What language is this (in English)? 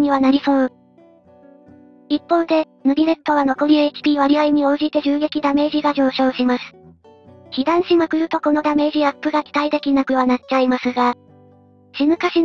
Japanese